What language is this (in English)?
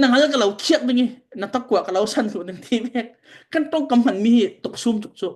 Falam Chin